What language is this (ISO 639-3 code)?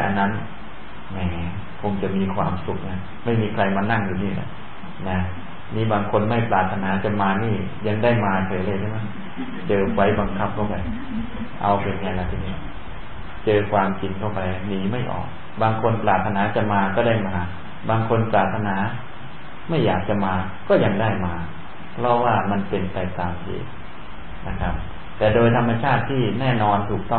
tha